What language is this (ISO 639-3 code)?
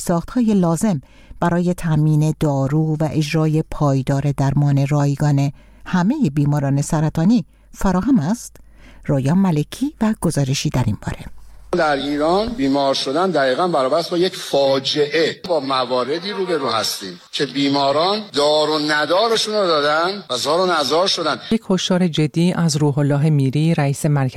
fas